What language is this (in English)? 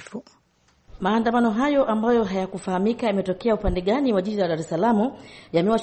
Swahili